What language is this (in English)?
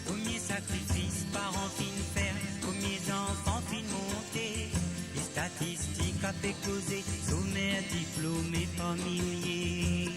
Morisyen